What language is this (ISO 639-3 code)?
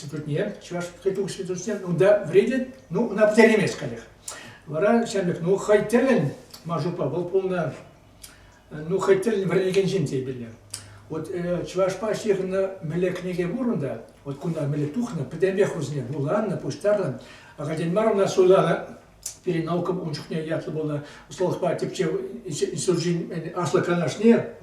chv